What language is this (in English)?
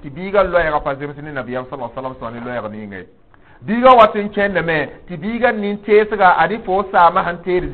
Mossi